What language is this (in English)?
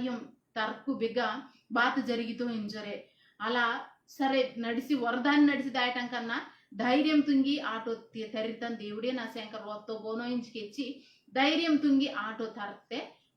Koya